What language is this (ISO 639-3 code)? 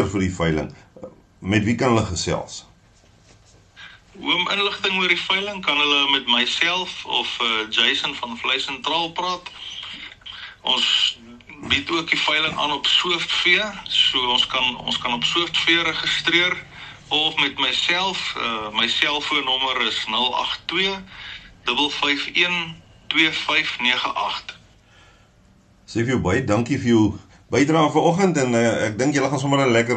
afr